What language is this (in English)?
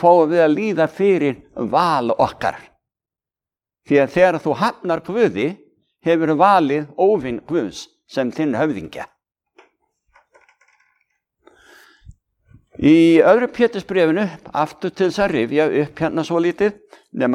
Icelandic